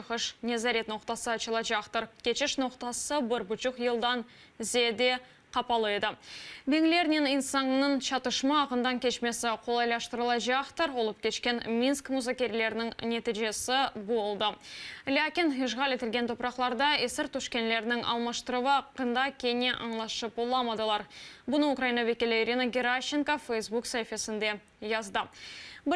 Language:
Crimean Tatar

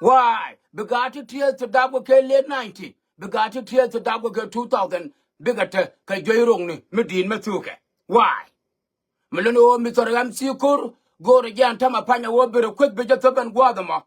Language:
Nuer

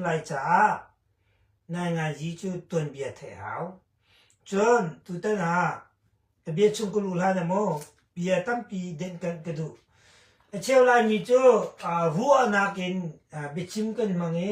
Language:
Hakha Chin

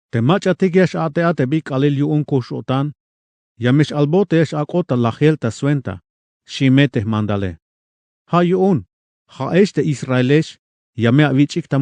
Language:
Tzeltal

